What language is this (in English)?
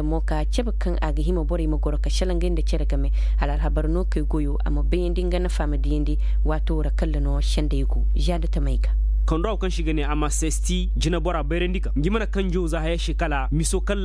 Koyraboro Senni